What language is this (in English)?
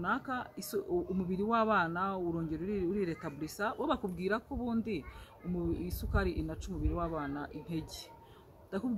Kinyarwanda